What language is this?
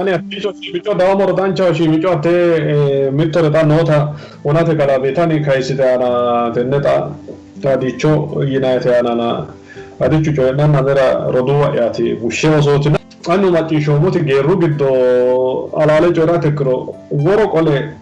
Sidamo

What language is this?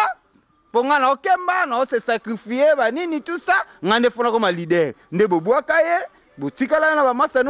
Lingala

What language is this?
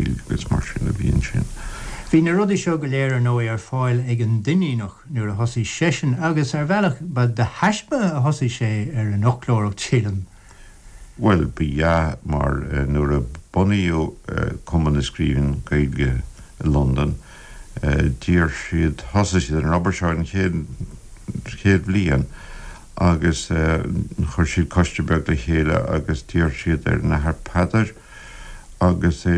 Irish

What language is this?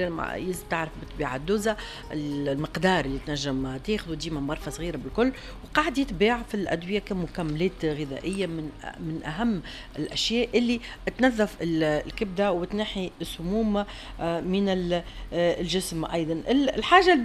Tunisian Arabic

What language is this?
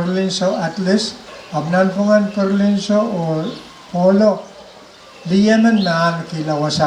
Pohnpeian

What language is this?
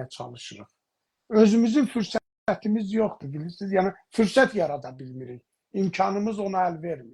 South Azerbaijani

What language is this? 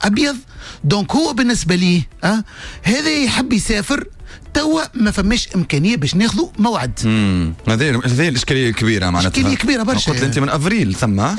Tunisian Arabic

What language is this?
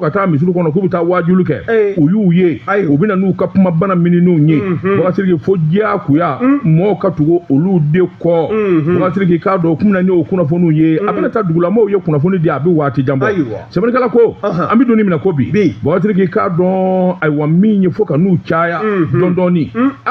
Bambara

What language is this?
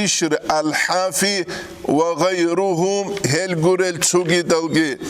Avaric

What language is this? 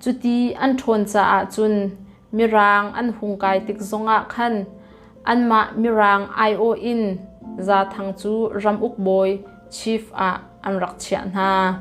Hakha Chin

